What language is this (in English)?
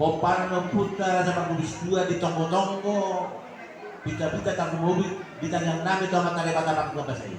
Batak Toba